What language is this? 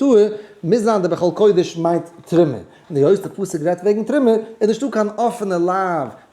Yiddish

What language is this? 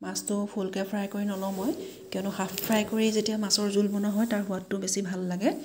Assamese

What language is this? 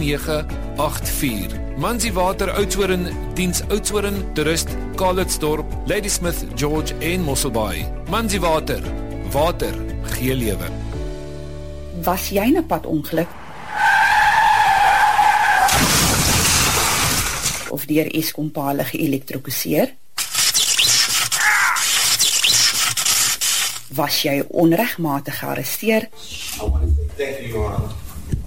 Afrikaans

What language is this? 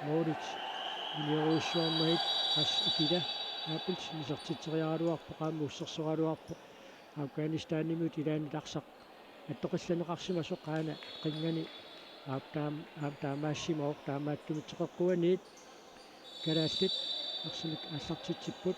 Kalaallisut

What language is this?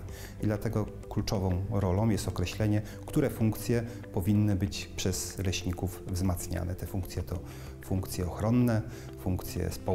Polish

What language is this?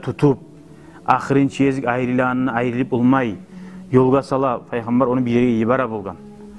Kumyk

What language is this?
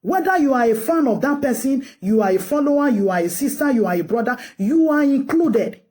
Nigerian Pidgin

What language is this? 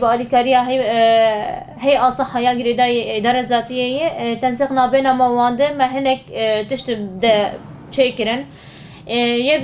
Kurdish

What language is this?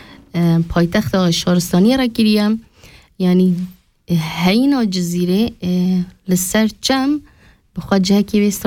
Kurdish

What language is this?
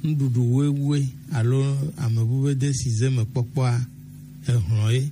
Gen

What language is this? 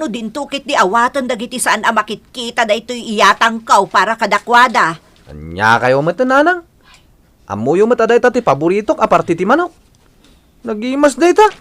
Iloko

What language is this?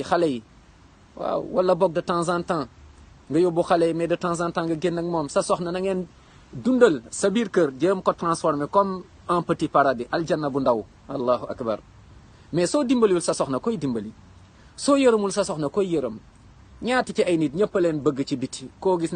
Wolof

